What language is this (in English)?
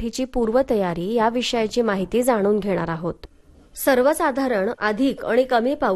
Marathi